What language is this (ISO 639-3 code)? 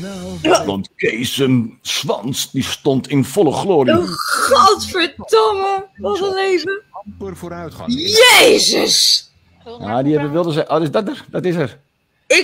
nld